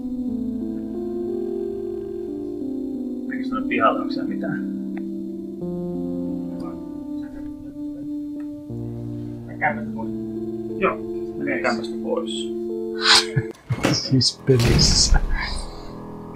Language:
Finnish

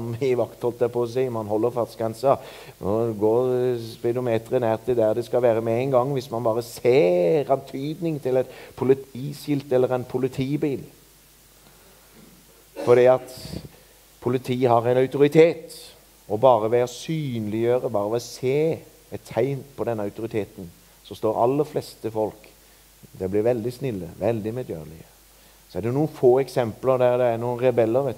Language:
Norwegian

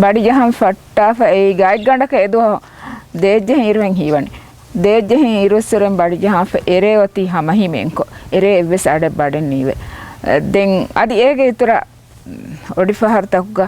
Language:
Divehi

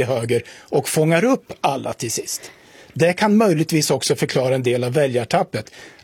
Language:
Swedish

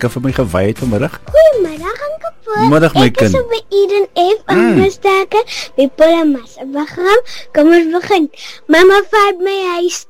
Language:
Afrikaans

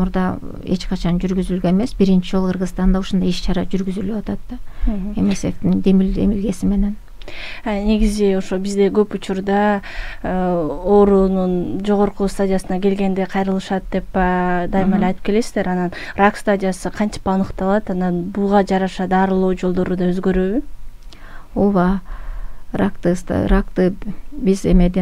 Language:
Kyrgyz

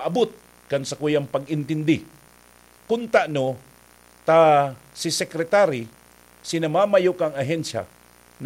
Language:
Bikol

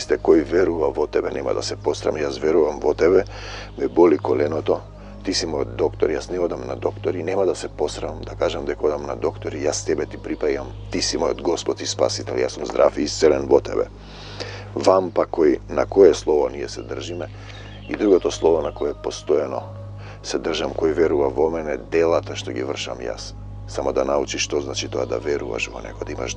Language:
Macedonian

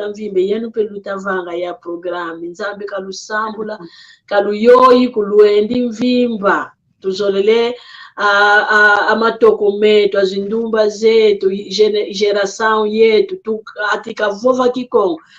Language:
San Salvador Kongo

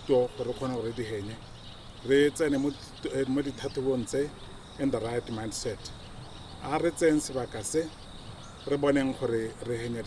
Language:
Tswana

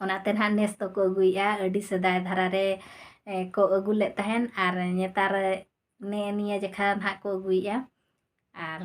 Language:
Santali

